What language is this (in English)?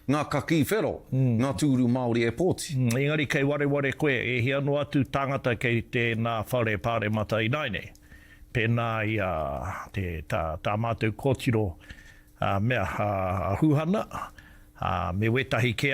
Māori